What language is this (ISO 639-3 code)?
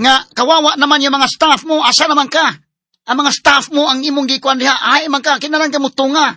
ceb